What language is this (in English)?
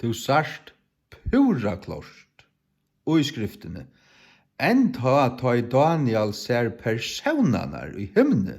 Faroese